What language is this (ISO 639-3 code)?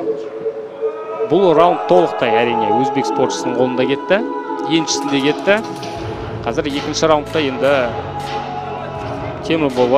kaz